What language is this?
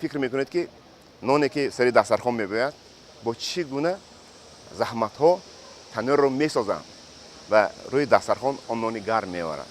Tajik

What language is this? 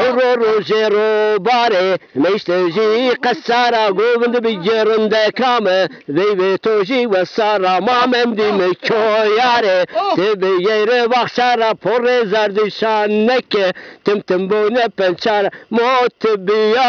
Zaza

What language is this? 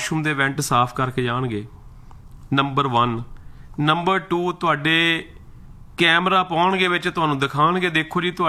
Punjabi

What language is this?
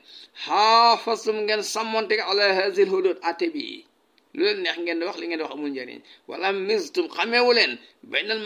Wolof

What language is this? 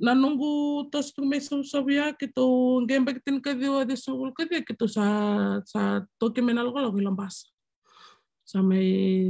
Fijian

